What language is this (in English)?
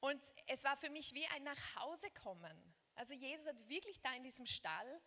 Swiss German